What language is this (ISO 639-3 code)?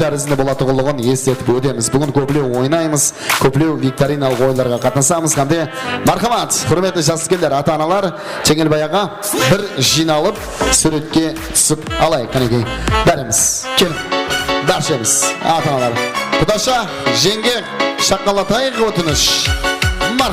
kaa